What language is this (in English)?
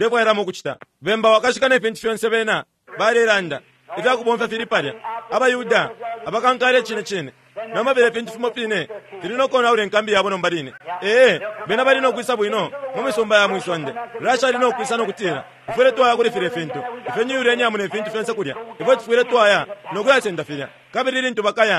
Bemba